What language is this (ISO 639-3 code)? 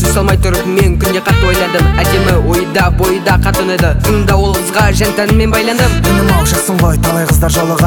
kaz